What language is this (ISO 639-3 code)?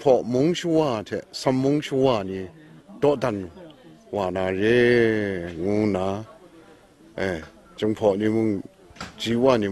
kac